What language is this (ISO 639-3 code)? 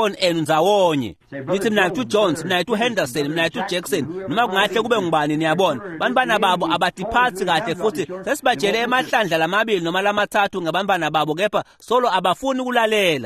ssw